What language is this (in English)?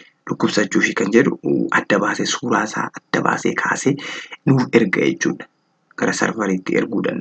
Oromo